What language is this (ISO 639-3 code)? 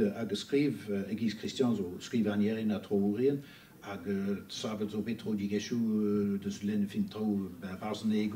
bre